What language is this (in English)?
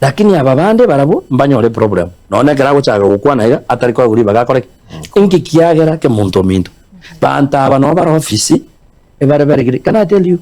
Gusii